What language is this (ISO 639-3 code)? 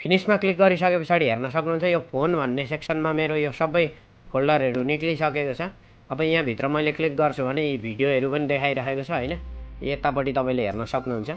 nep